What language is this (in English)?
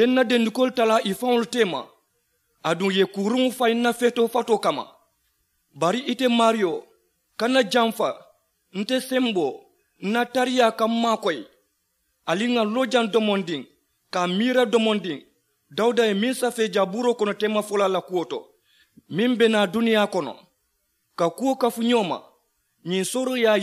Mandingo